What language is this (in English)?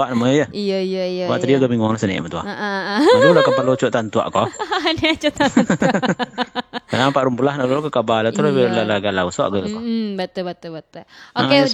Minangkabau